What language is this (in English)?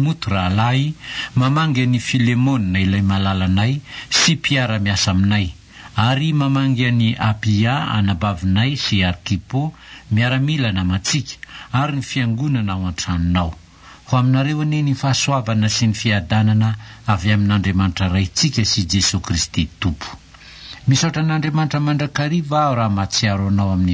Malagasy